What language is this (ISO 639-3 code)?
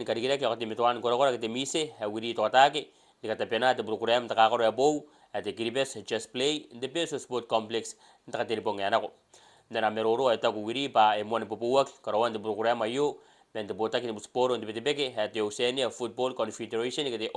gil